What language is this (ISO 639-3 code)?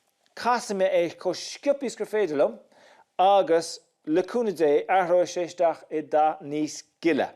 gle